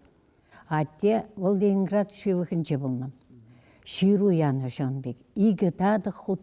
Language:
Chuvash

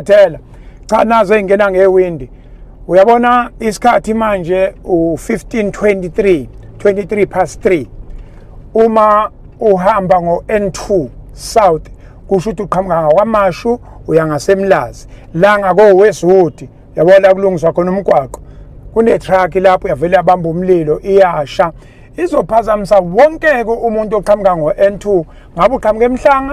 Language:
Zulu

